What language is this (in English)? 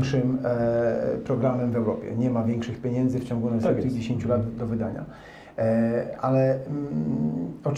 Polish